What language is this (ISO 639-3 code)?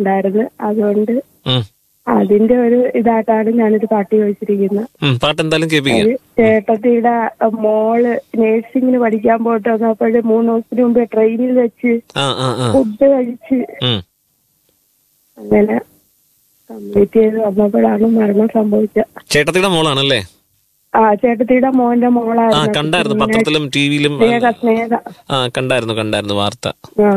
mal